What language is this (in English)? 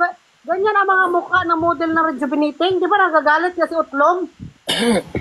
Filipino